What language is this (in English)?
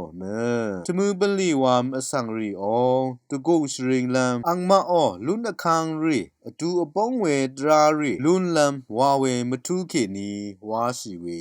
Rawang